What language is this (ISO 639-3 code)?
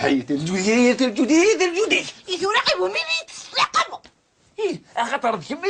kab